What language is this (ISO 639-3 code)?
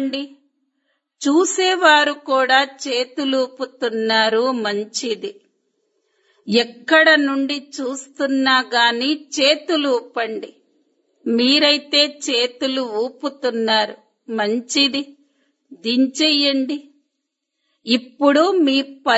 tel